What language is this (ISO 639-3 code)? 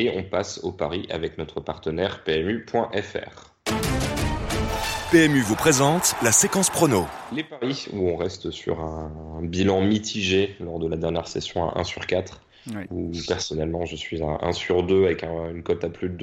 fra